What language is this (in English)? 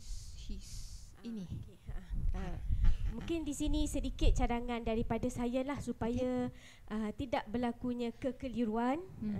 Malay